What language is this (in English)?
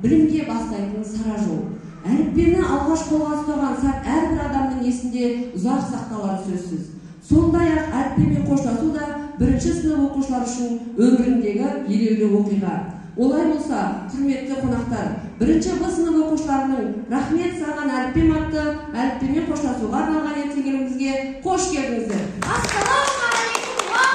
Kazakh